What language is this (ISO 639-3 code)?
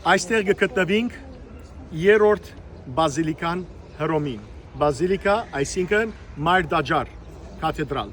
hyw